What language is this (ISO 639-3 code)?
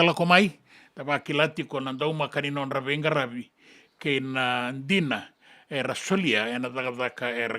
fij